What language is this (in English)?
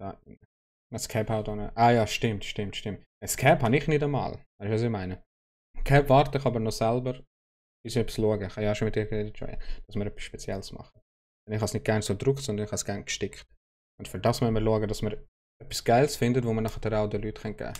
Swiss German